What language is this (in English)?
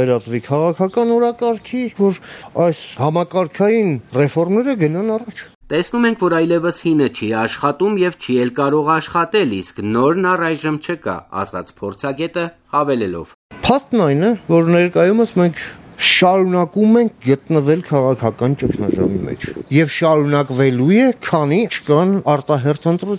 Armenian